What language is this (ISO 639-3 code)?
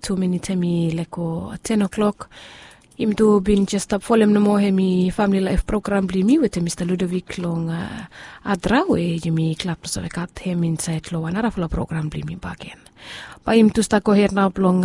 bis